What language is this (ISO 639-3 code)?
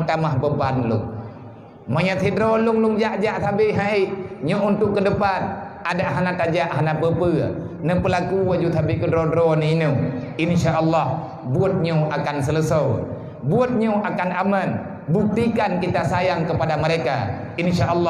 ace